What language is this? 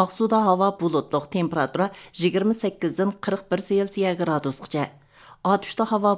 Uyghur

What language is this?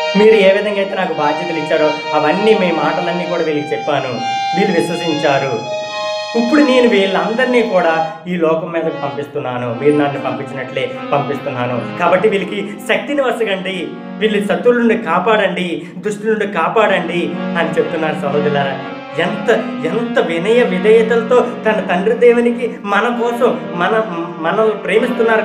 Telugu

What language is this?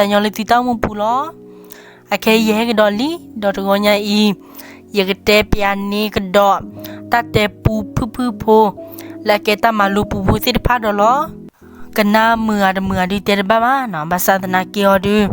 S'gaw Karen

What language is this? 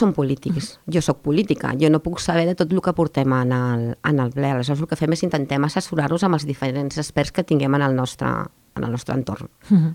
Catalan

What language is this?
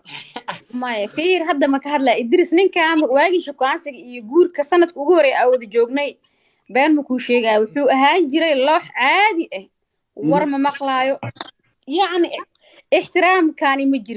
Somali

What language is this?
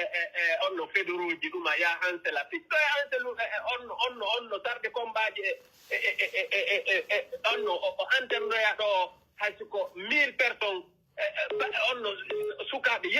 Pular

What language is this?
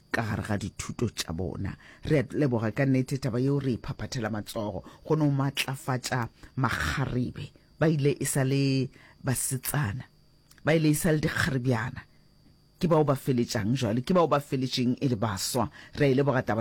Northern Sotho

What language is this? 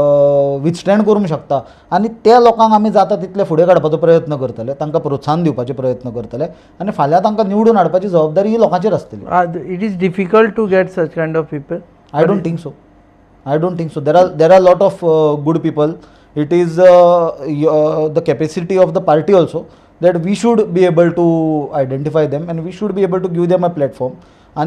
Konkani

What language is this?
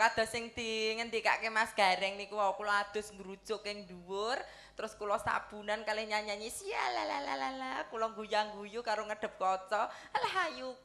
Javanese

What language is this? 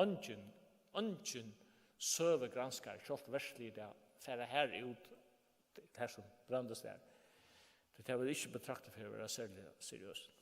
Faroese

